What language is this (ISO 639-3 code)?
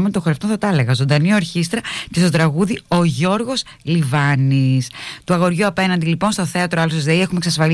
ell